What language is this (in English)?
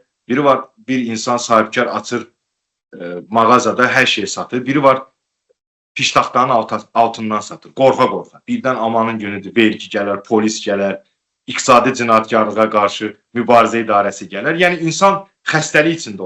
Azerbaijani